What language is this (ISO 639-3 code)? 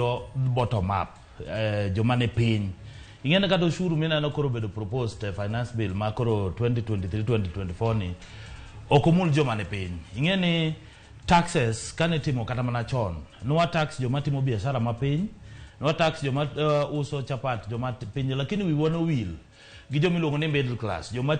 luo